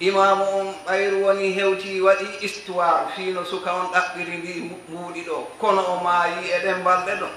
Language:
Fula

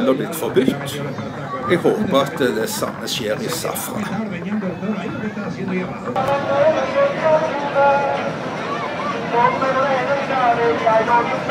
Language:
Norwegian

